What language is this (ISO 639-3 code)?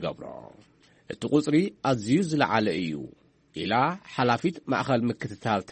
tir